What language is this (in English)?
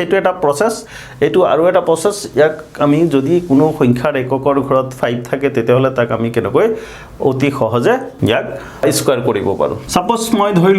Assamese